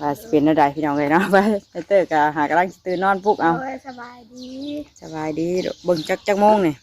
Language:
Northeastern Thai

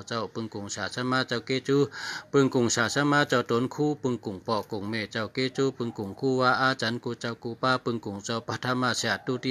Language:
Shan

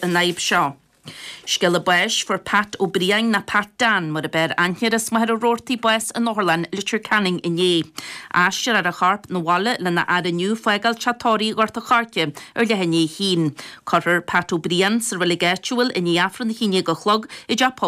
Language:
Irish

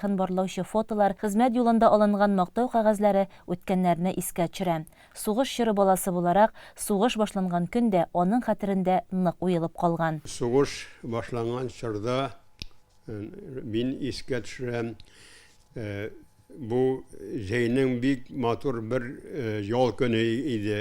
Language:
Tatar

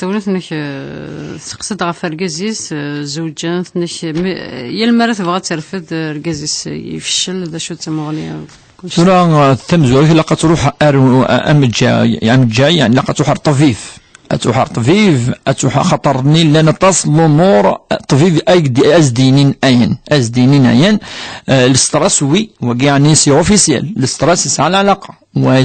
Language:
Kabyle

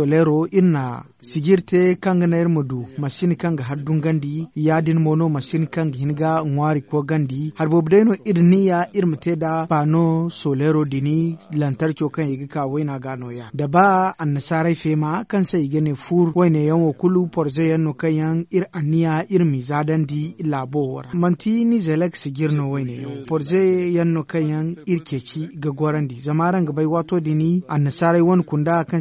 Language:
Zarma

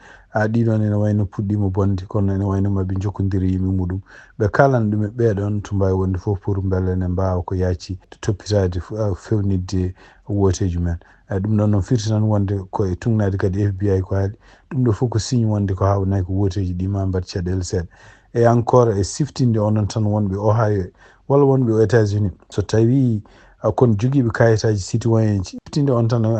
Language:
Fula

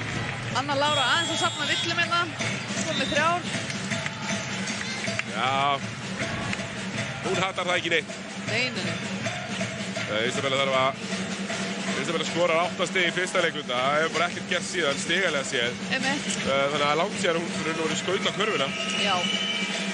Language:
Icelandic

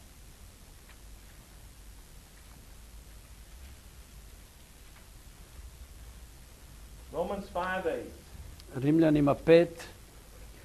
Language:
Croatian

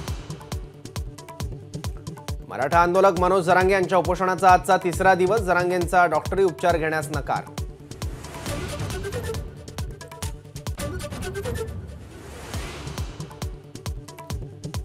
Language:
Marathi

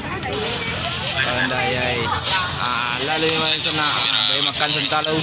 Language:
Minangkabau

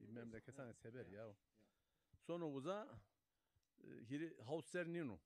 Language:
Zaza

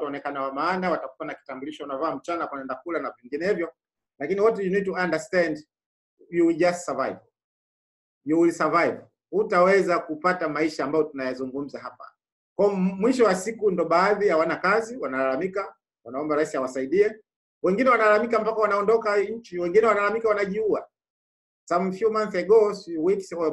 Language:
Swahili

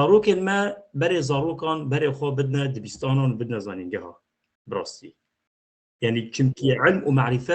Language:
Kurdish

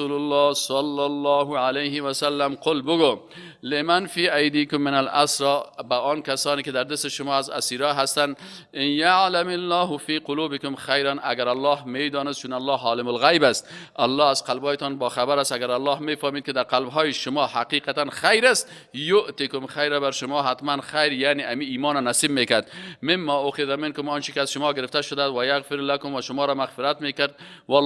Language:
Persian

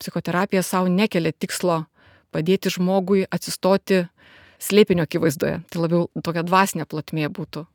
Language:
Lithuanian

